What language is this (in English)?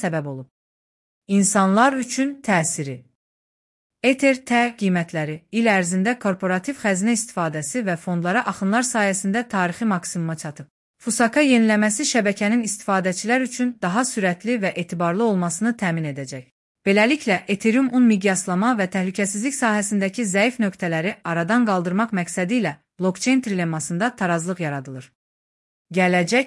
Azerbaijani